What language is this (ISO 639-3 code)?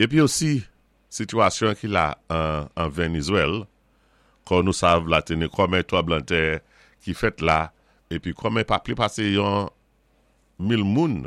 acf